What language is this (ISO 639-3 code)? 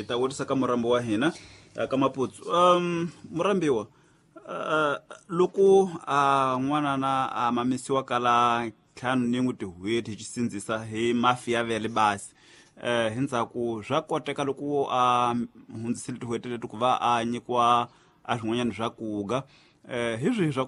tso